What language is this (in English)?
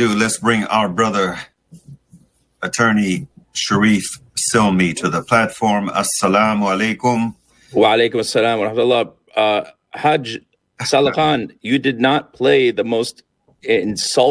English